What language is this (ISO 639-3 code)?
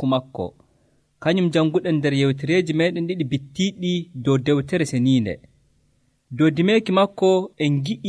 fuv